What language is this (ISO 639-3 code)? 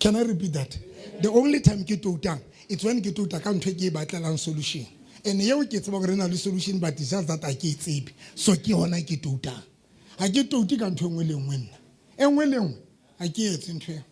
sot